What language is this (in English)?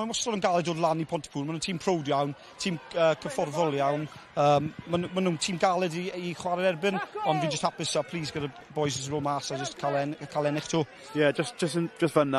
Welsh